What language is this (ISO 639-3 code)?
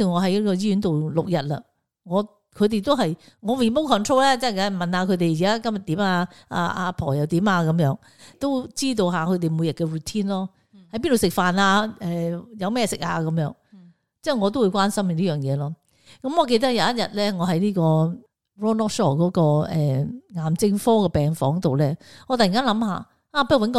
yue